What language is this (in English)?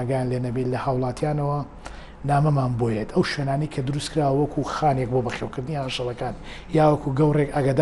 Central Kurdish